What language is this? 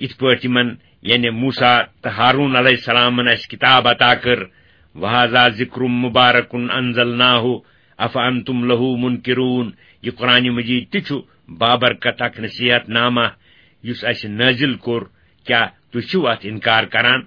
Kashmiri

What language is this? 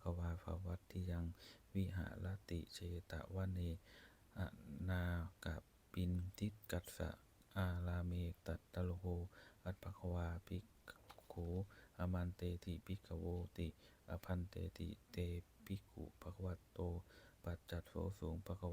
Pali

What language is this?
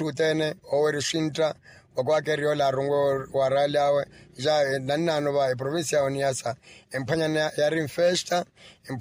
Makhuwa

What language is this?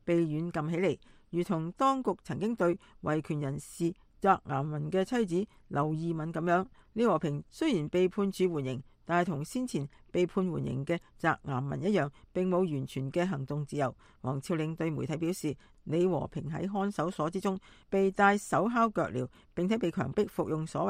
Cantonese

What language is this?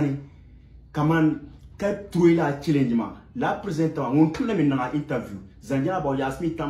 Dagbani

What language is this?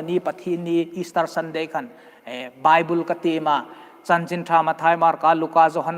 Hmar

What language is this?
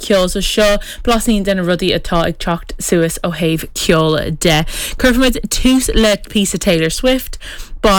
Irish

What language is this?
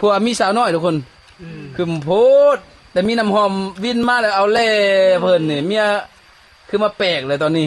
Northeastern Thai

